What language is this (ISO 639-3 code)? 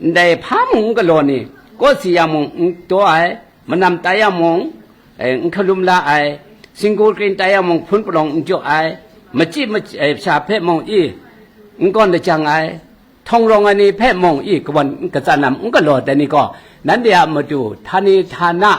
kac